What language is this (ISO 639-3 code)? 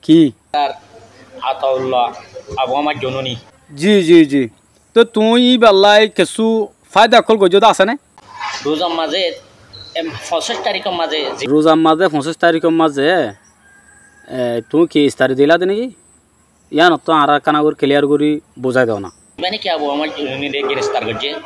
rhg